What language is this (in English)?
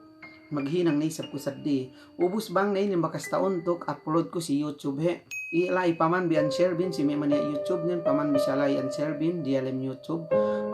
Yakan